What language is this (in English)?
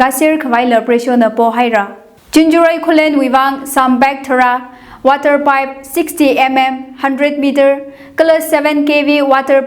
Tangkhul Naga (India)